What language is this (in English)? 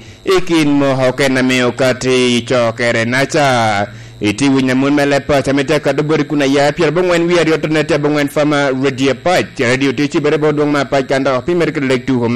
Lango (Uganda)